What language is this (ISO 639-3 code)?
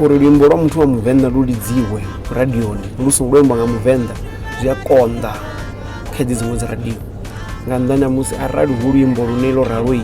ven